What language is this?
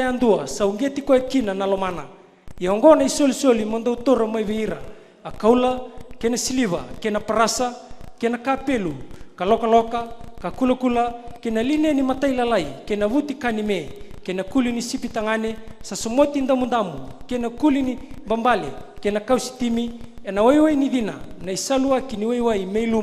Fijian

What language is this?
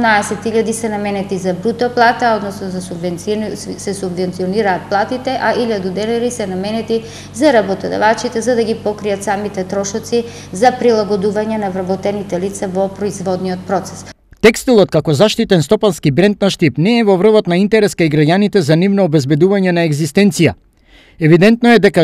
Macedonian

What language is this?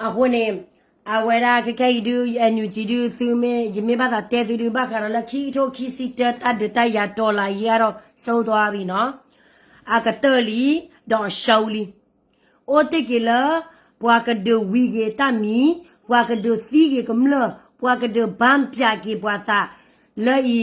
S'gaw Karen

